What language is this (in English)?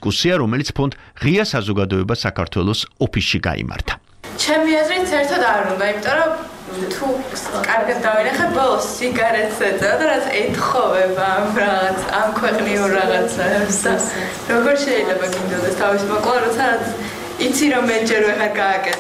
Georgian